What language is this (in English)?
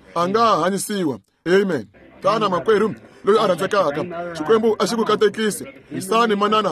Tsonga